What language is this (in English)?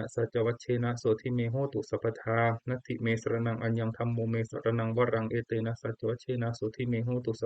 Pali